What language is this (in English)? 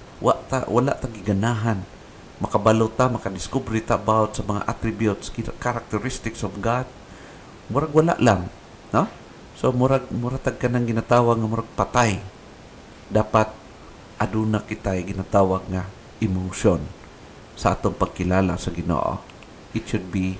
Cebuano